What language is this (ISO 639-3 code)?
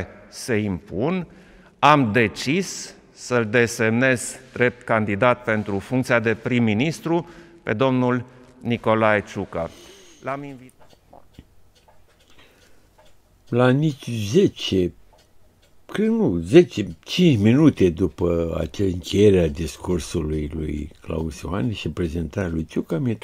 ron